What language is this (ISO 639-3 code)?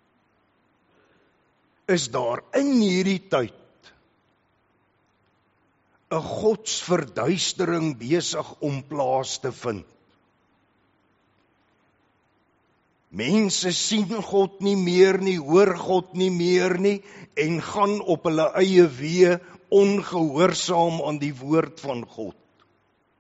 afr